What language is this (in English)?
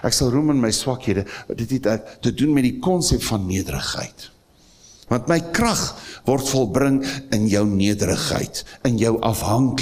Afrikaans